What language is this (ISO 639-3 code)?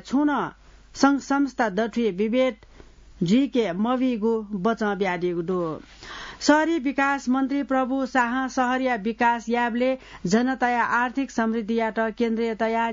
new